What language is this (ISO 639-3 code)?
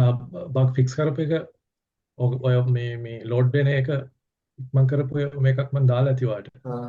sin